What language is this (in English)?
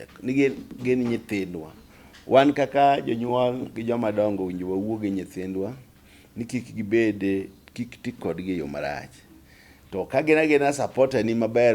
Luo (Kenya and Tanzania)